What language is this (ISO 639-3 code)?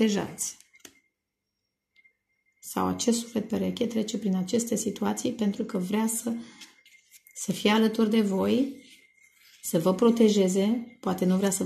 ron